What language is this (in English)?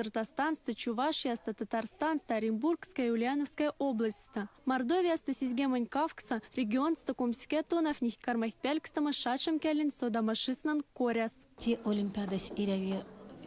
Erzya